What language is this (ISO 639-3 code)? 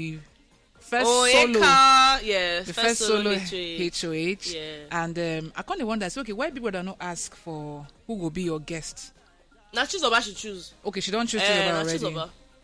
pcm